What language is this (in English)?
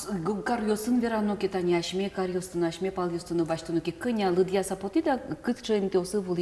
Udmurt